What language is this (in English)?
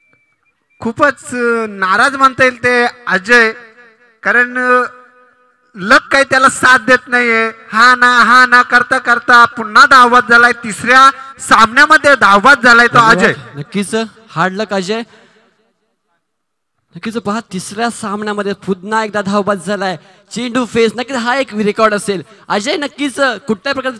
Marathi